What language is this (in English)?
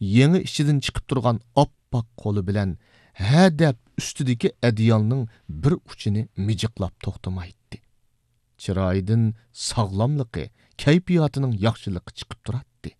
Uyghur